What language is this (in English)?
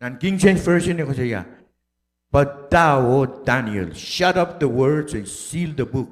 Pohnpeian